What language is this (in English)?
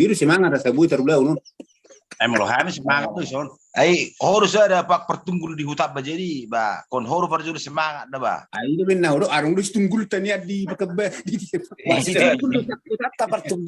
Batak Toba